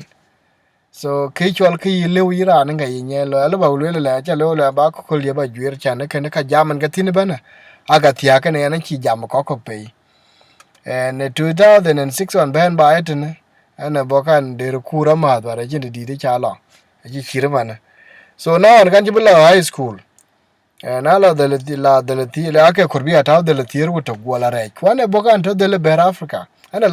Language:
Dinka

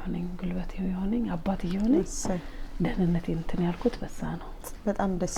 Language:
Amharic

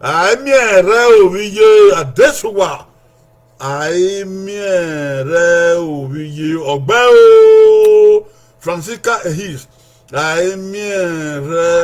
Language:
Bini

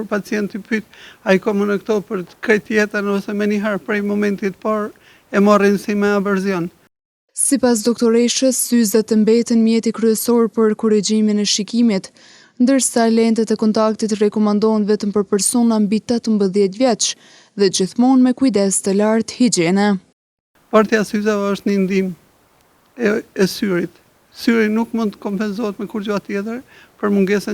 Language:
Albanian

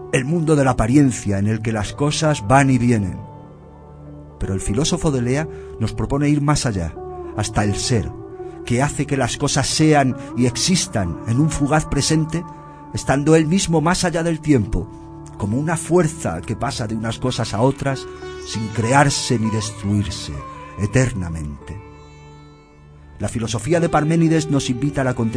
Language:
Spanish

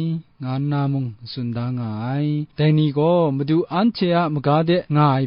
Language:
Kachin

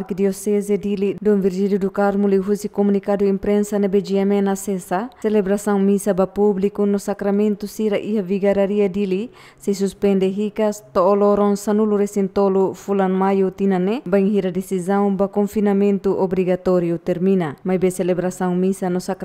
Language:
Tetum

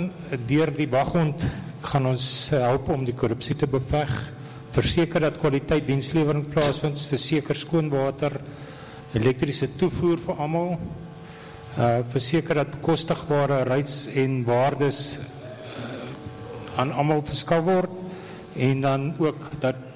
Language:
Afrikaans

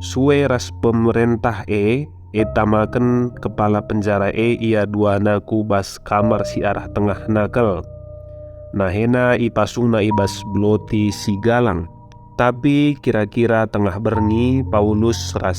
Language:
Batak Karo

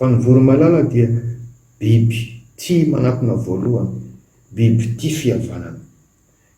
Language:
Malagasy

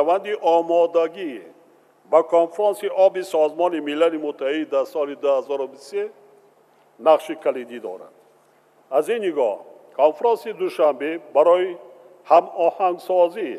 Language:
Tajik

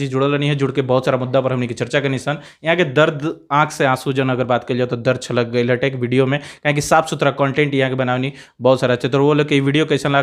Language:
Bhojpuri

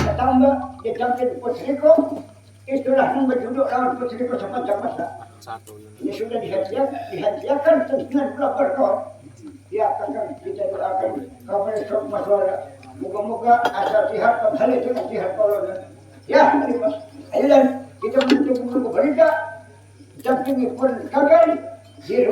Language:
Banjar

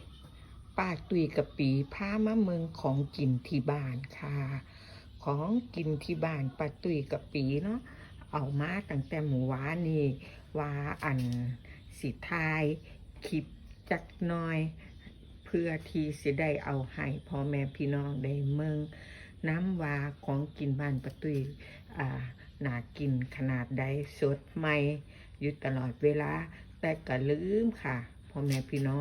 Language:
Northeastern Thai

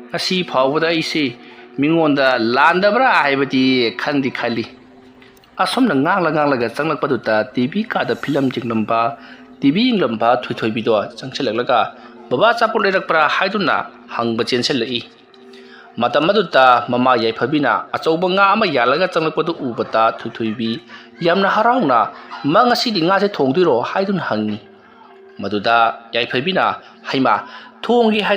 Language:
Manipuri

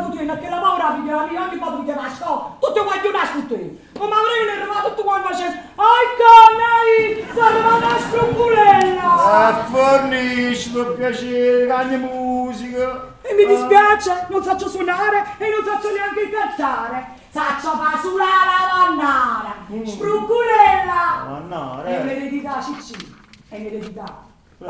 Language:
Neapolitan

